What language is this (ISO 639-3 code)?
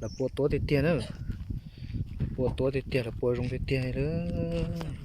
hmn